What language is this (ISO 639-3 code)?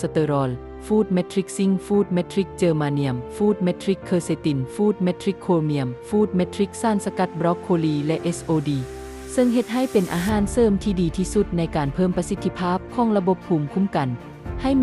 lao